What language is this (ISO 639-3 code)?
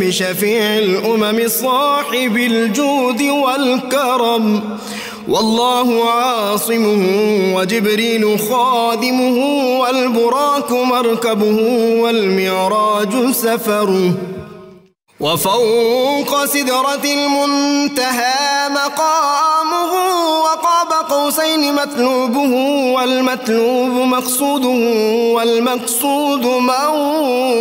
urd